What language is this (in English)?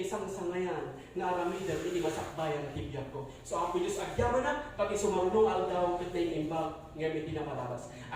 Iloko